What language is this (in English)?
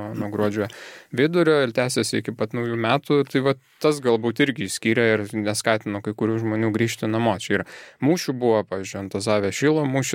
Lithuanian